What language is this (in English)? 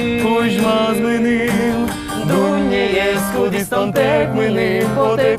Udmurt